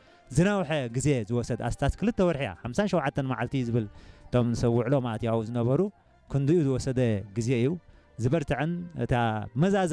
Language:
Tigrinya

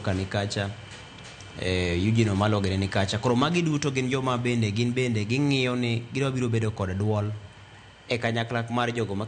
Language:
Luo (Kenya and Tanzania)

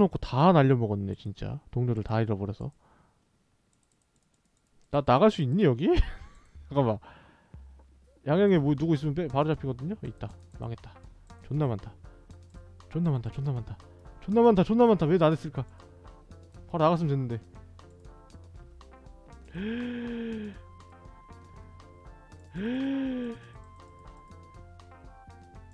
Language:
Korean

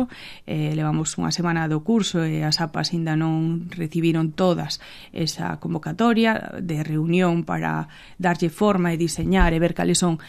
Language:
Galician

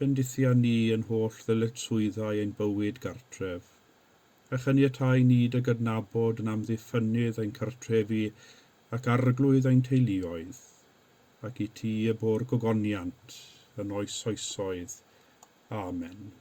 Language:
Welsh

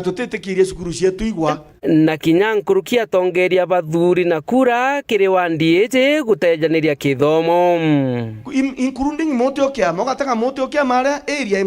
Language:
Meru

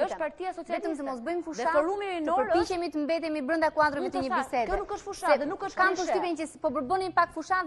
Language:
Albanian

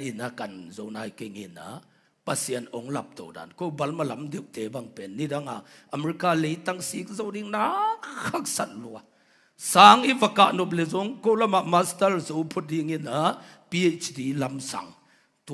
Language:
Tedim Chin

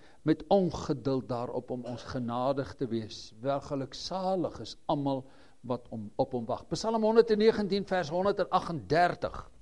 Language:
Afrikaans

